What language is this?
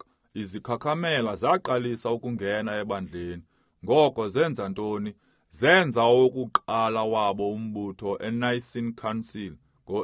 Xhosa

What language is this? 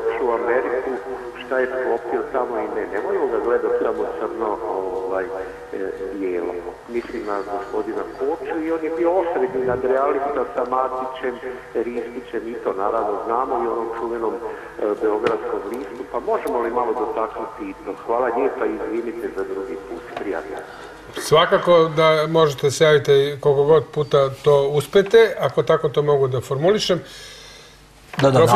Serbian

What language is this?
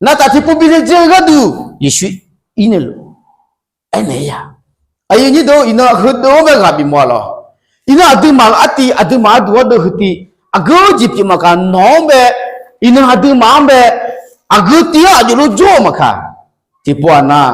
Akha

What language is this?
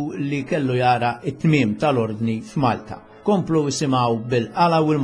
Maltese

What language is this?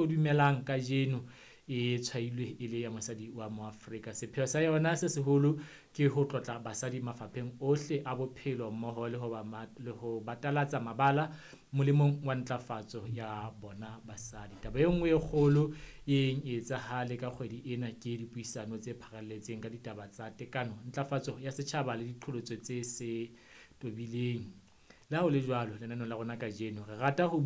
Southern Sotho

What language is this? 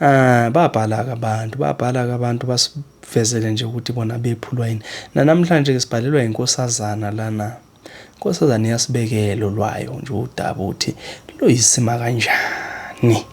Zulu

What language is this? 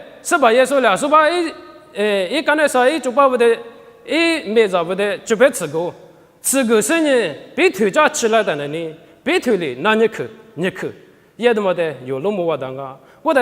Lisu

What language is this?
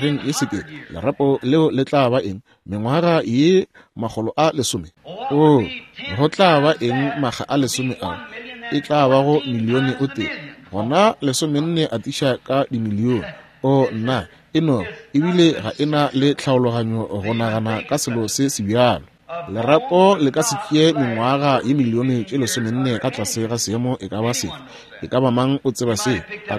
Northern Sotho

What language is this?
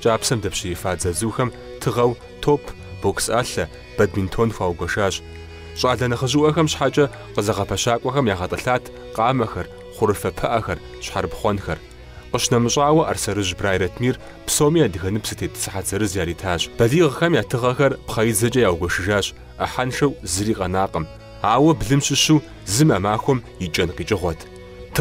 Kabardian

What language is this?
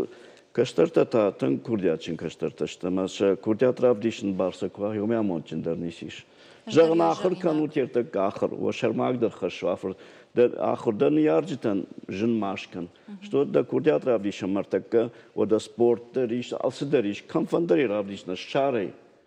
Ossetic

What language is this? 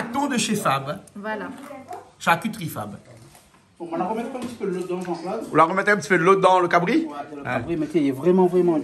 Réunion Creole French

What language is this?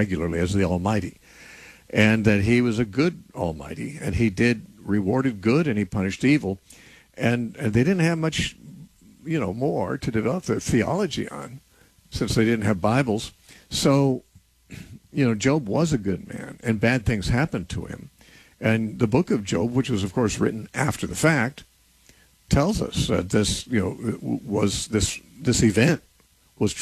English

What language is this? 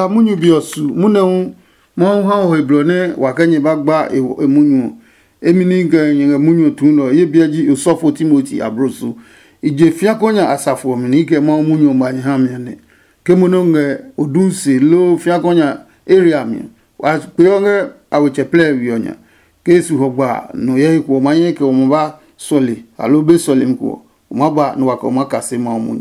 Adangme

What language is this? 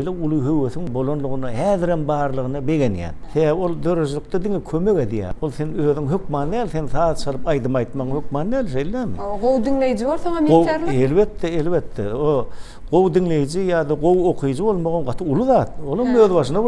Turkmen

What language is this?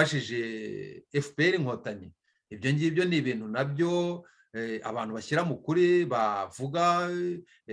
Kinyarwanda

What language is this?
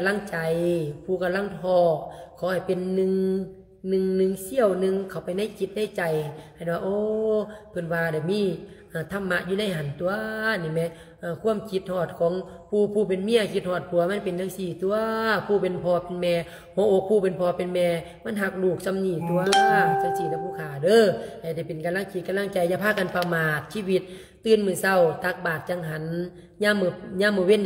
Lao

